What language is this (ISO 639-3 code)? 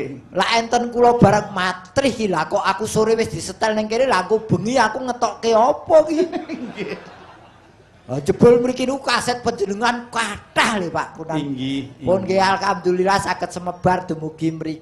jav